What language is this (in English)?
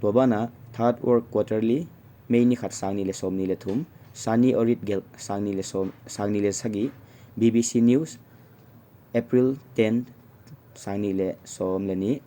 Paite Chin